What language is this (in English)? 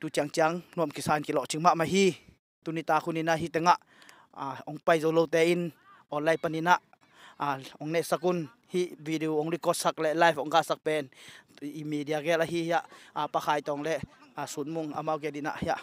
Tedim Chin